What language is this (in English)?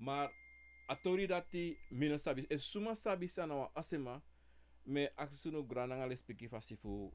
Sranan Tongo